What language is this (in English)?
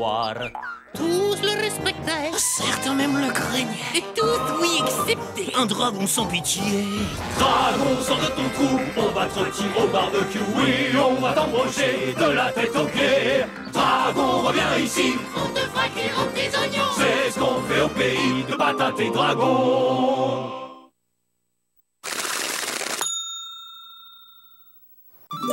French